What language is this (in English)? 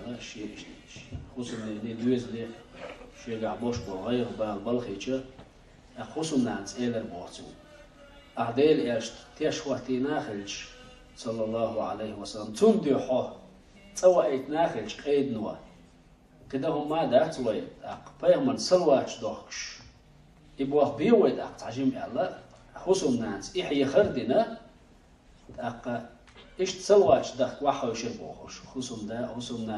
Chechen